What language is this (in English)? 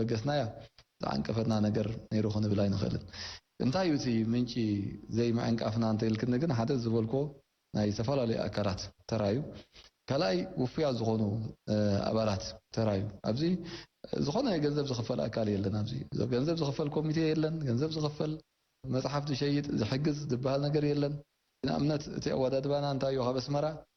Tigrinya